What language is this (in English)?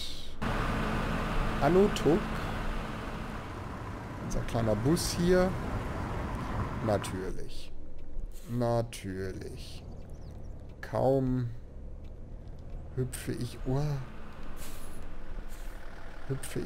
German